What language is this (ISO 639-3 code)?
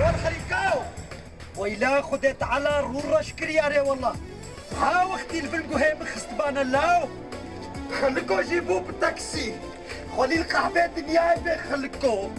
kur